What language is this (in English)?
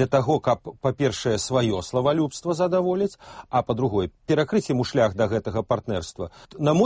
Belarusian